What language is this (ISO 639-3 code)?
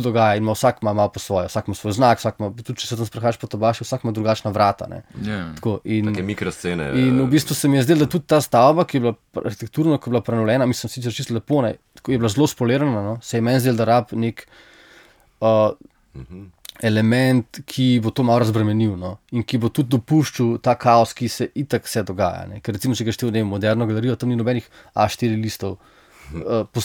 slv